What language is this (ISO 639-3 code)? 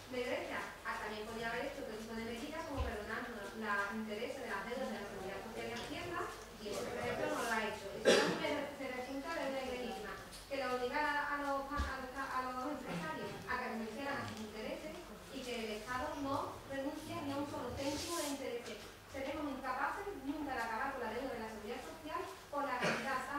spa